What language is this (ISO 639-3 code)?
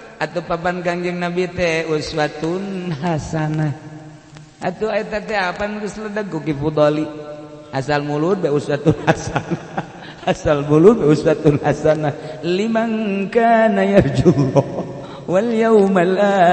sun